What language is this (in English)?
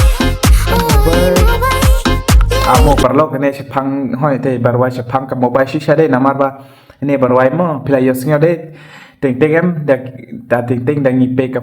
Khasi